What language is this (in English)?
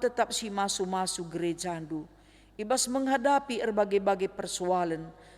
Batak Karo